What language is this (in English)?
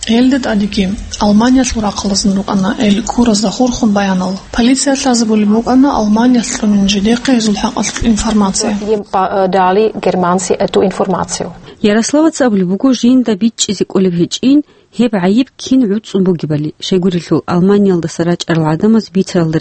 Avaric